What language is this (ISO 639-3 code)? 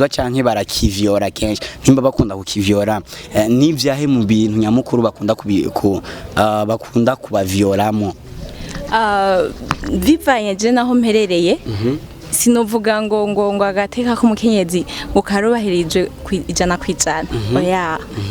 run